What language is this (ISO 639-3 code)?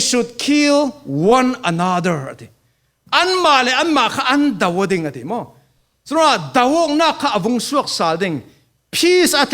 cfm